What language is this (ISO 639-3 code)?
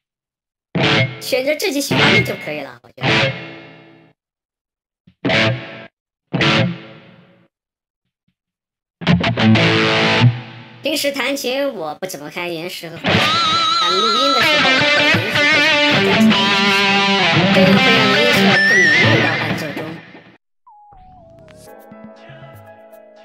zho